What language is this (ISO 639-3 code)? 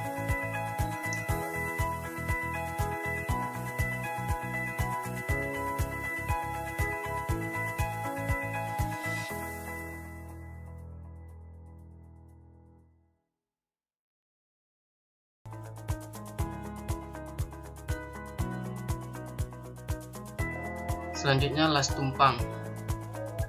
ind